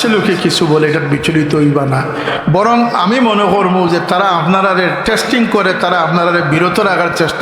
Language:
Sylheti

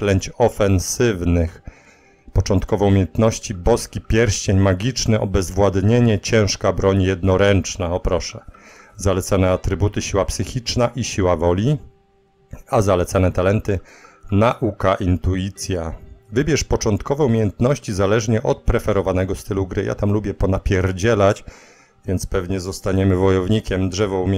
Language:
Polish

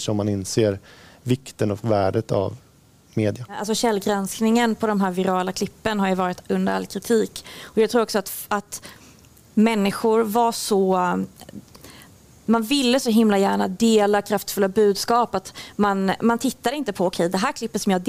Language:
Swedish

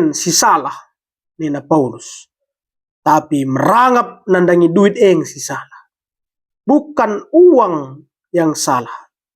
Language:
Batak Karo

